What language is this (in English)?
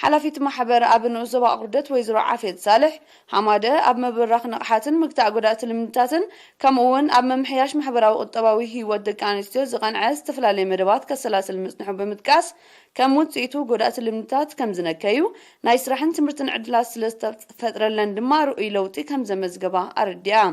Tigrinya